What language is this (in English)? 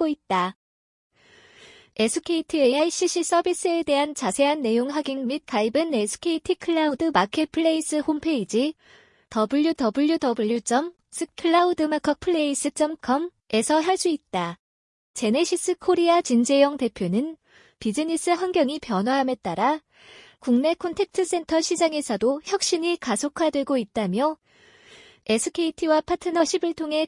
Korean